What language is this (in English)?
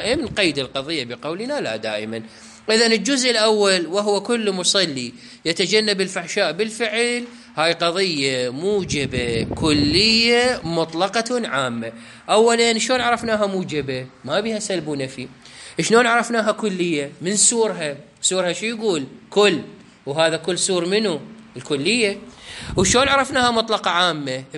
Mesopotamian Arabic